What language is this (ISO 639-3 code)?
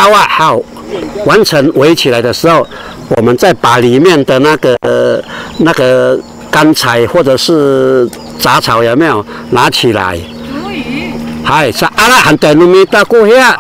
szy